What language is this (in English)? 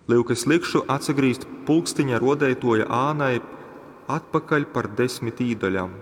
Latgalian